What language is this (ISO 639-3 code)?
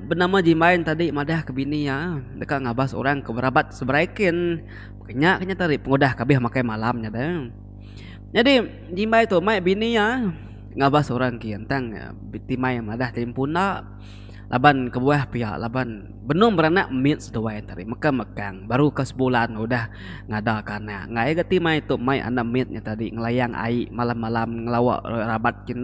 iba